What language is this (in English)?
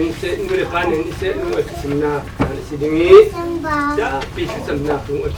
Falam Chin